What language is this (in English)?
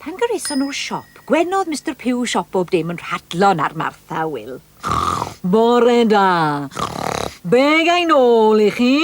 Welsh